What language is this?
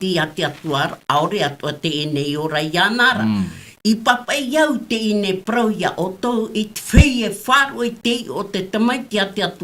Tahitian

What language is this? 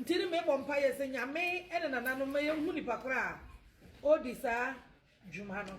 Akan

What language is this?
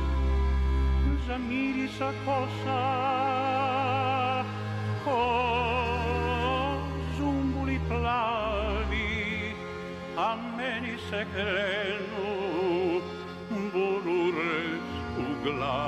Serbian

